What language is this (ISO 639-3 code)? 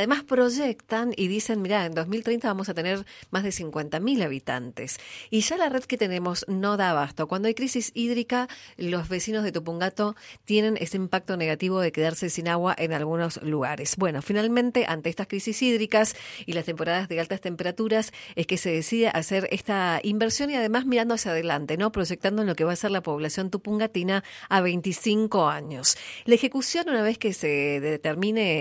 spa